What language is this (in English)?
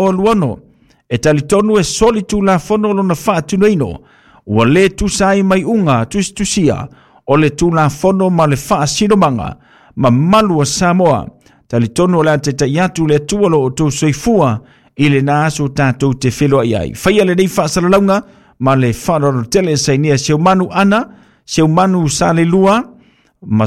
Samoan